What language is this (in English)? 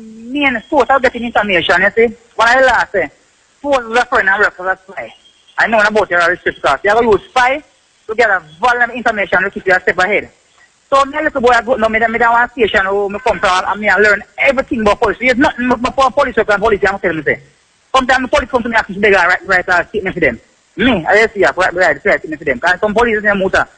Jamaican Creole English